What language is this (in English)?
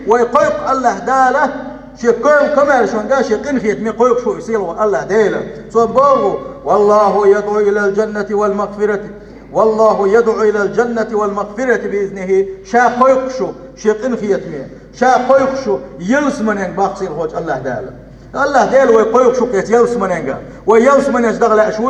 Chechen